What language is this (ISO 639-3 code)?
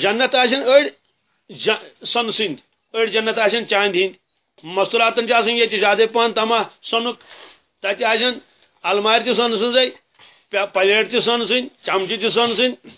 kas